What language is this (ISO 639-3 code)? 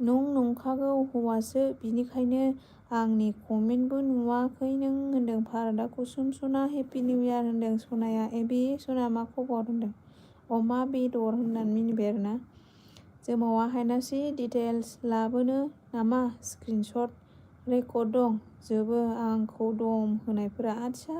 brx